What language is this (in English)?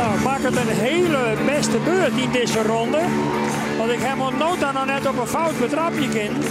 Western Frisian